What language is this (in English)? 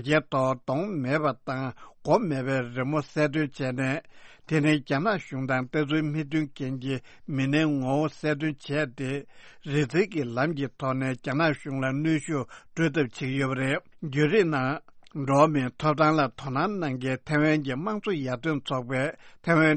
Tibetan